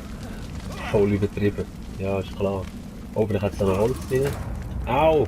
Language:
Swiss German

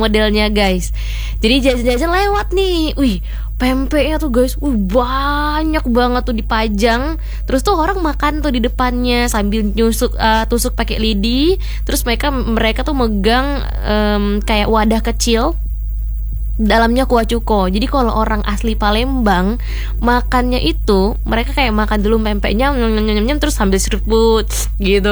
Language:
Indonesian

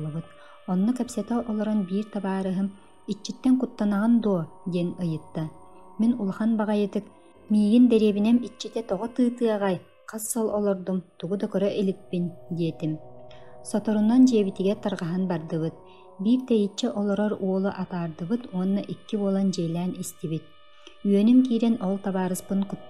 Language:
Yakut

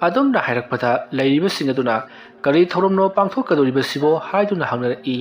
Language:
Manipuri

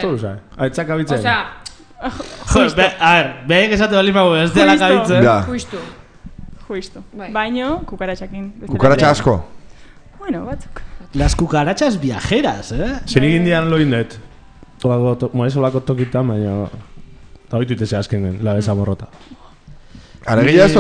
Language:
Basque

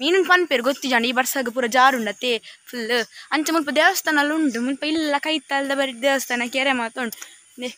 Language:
Tulu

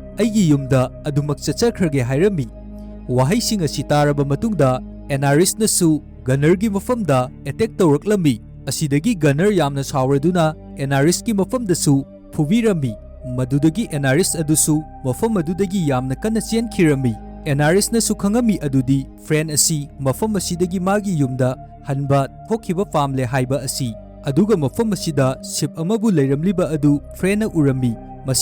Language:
Manipuri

